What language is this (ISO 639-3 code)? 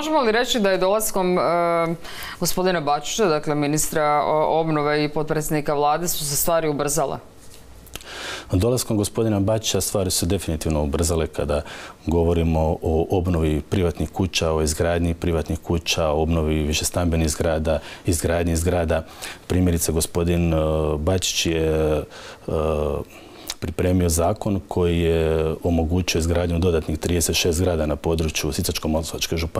hrv